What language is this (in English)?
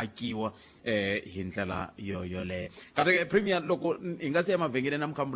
Tsonga